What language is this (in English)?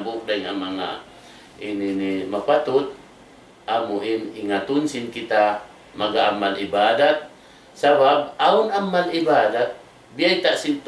Tausug